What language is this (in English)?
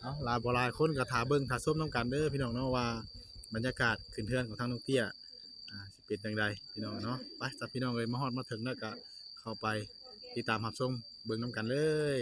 Northeastern Thai